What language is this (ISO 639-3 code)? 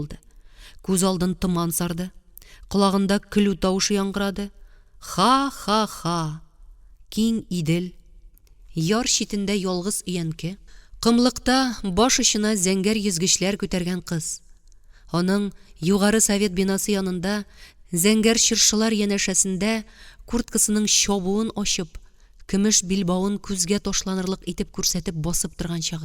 tat